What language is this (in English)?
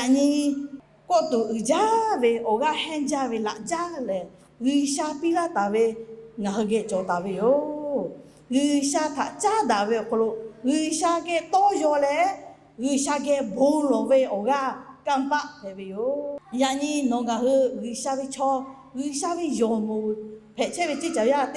Lahu